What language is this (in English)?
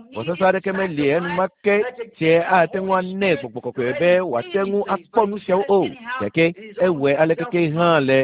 Ewe